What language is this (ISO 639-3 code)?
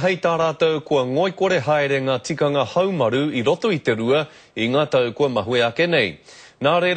mri